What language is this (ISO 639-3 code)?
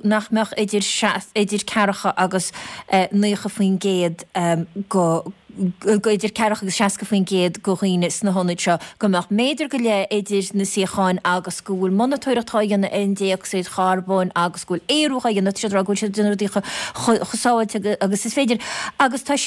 gle